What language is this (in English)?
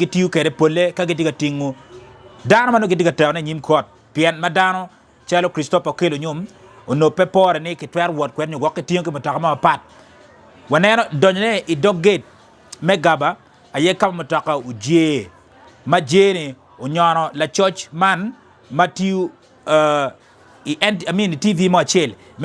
Acoli